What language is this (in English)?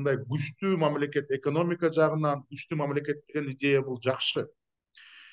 Kyrgyz